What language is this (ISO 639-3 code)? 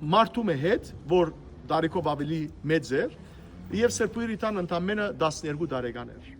hyw